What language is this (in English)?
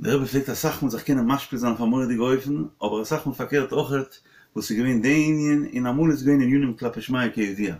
Yiddish